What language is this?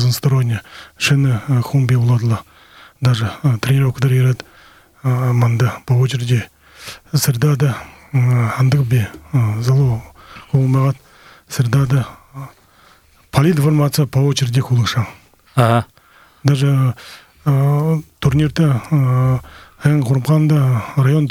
Buriat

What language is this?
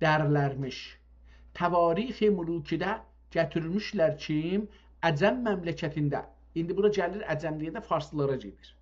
South Azerbaijani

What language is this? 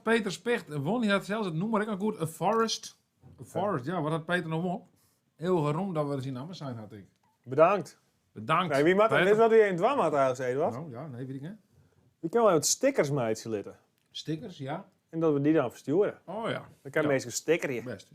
Western Frisian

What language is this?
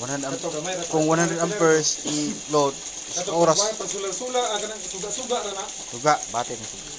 Cebuano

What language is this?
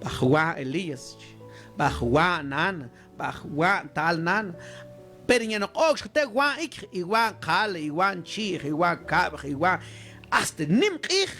Mam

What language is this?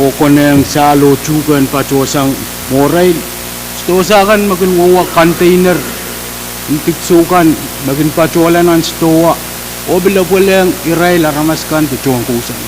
Pohnpeian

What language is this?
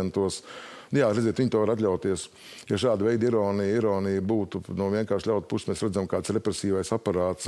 Latvian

